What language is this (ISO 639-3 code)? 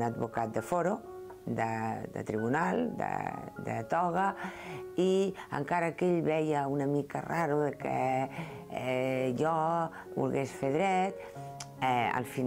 cat